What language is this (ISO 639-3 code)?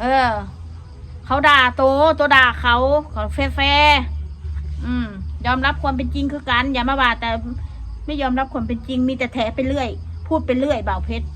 tts